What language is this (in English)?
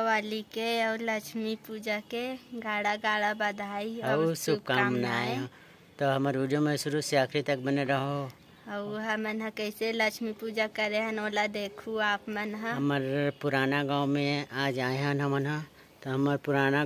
Chhattisgarhi